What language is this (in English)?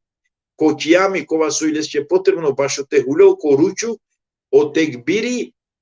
Balkan Romani